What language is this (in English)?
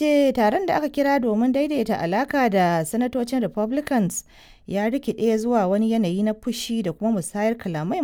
Hausa